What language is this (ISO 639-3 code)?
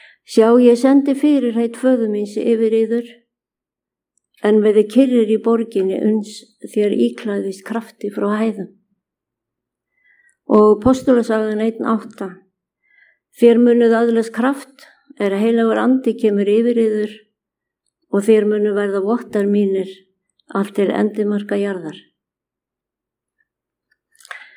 isl